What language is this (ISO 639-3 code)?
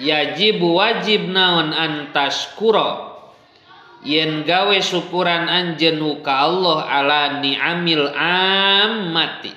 sun